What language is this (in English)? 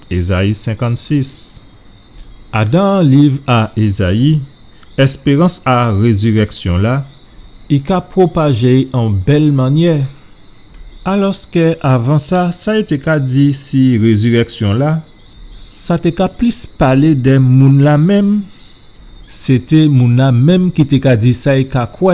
Guadeloupean Creole French